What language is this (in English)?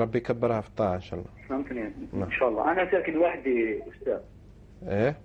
Algerian Arabic